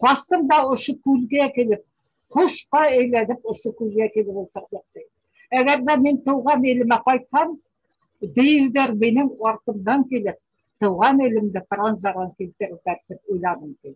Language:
Bashkir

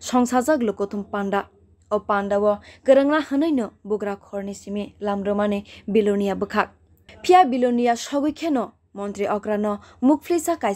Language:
Kok Borok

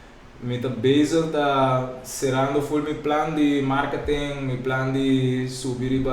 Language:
Papiamento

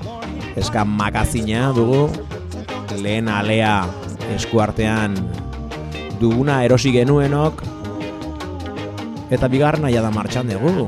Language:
Basque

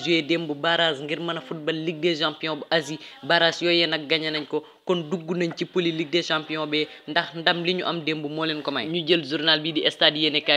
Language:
Wolof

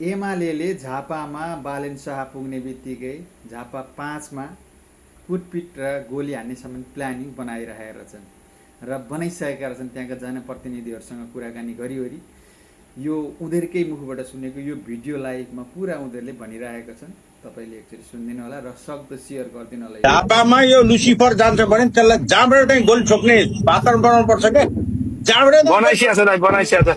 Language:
Nepali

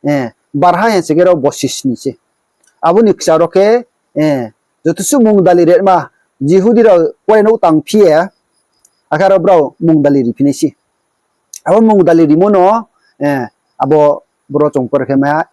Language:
Riang (India)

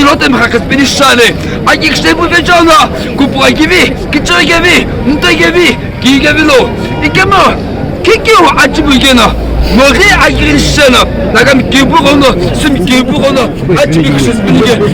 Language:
Naga Pidgin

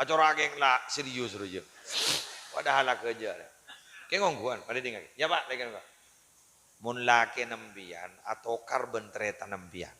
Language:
Madurese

